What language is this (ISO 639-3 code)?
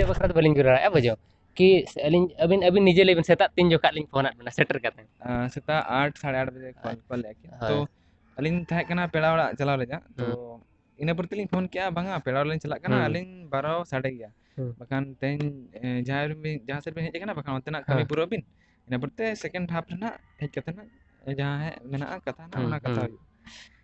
sat